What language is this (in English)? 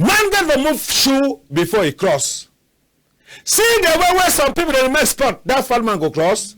Cameroon Pidgin